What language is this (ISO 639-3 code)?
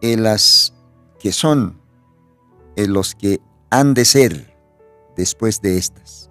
aym